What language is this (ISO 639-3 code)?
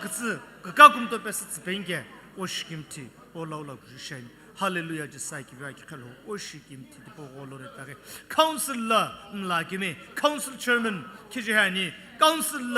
nsm